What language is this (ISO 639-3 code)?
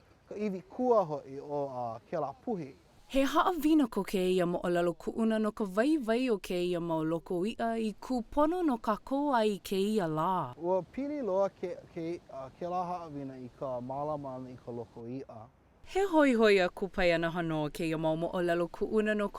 haw